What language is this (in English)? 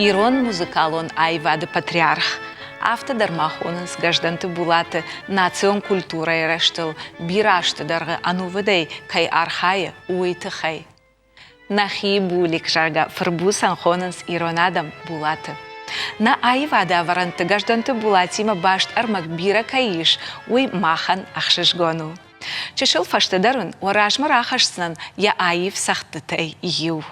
Ossetic